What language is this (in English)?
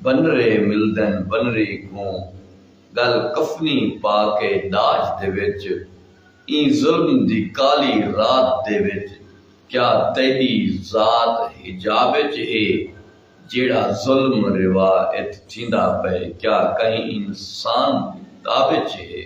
Saraiki